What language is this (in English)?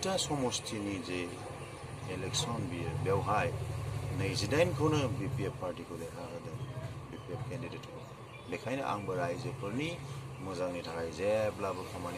Bodo